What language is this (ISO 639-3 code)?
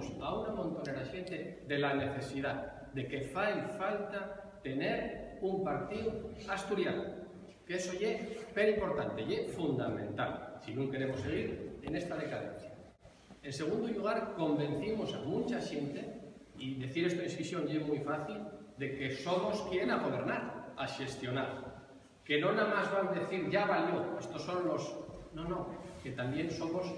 ast